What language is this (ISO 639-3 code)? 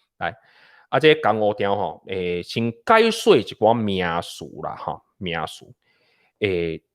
nan